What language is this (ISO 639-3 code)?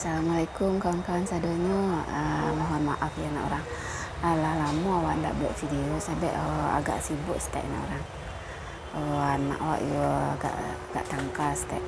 min